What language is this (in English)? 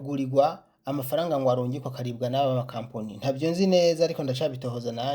Rundi